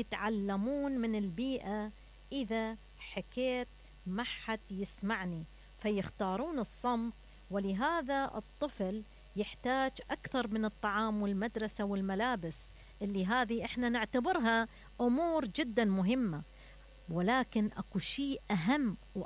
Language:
Mesopotamian Arabic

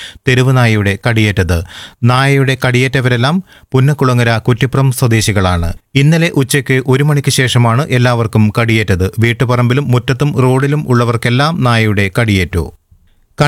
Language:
Malayalam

